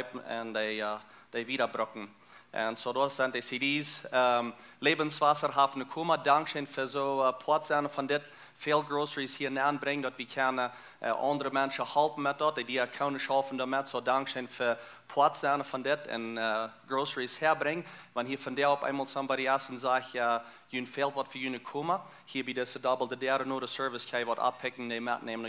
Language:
Plautdietsch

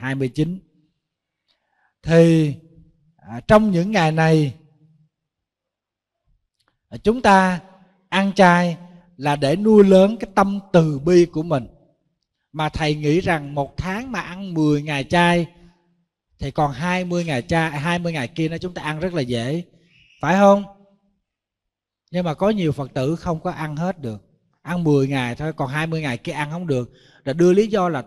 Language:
Vietnamese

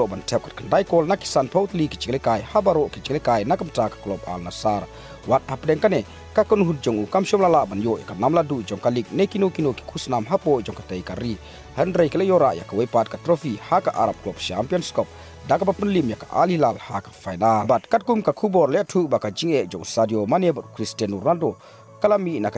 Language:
Khasi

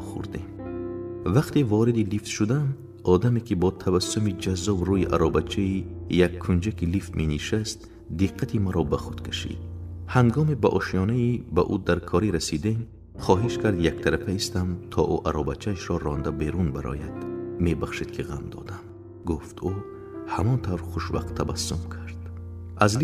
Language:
Tajik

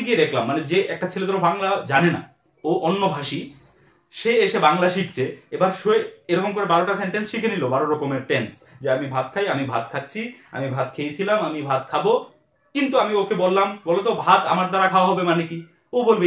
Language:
Bangla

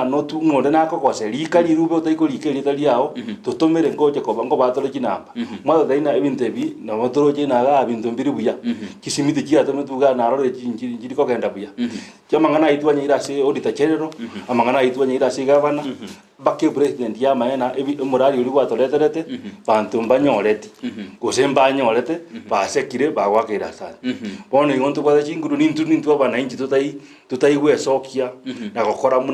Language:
Gusii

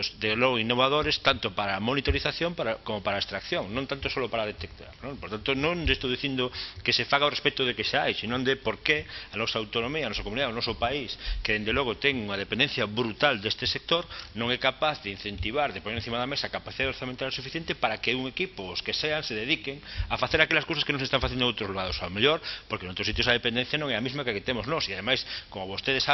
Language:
Galician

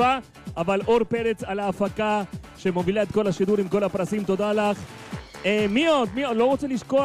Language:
Hebrew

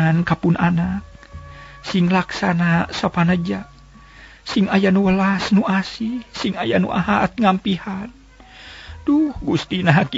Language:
Sundanese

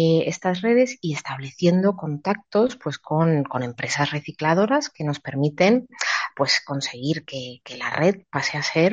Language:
Spanish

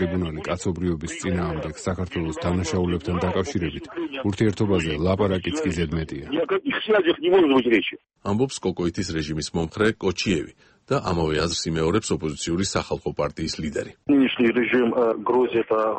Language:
Georgian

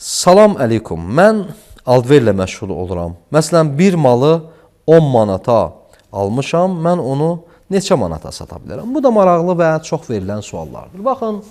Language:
Azerbaijani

